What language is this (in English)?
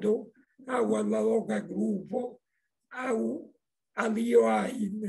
Esperanto